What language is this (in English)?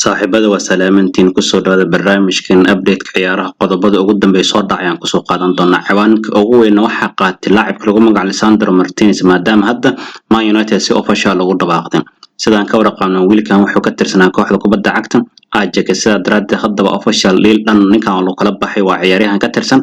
Somali